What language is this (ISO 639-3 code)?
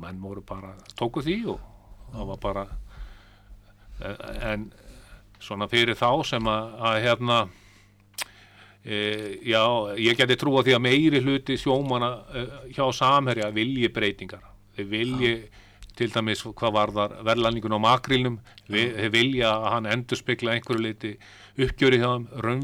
isl